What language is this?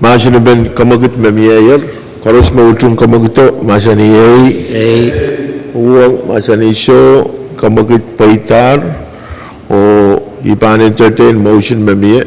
Pohnpeian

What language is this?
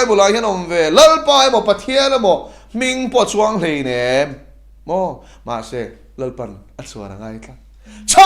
Mizo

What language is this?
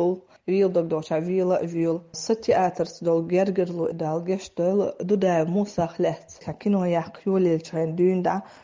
Chechen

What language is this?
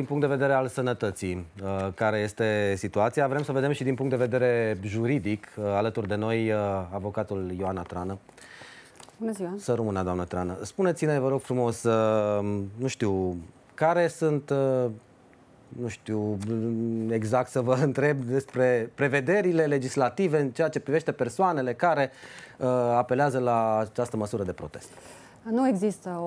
Romanian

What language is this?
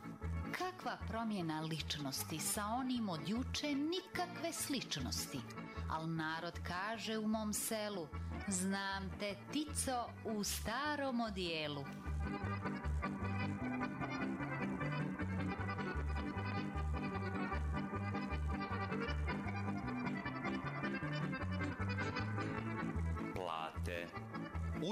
Serbian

